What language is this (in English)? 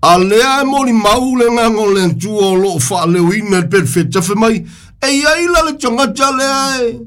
Samoan